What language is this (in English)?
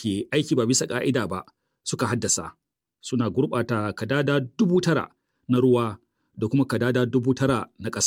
Hausa